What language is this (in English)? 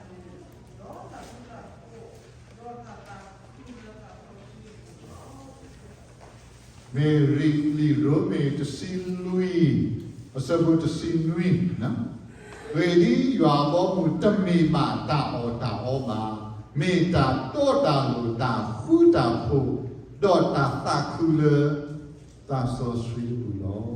S'gaw Karen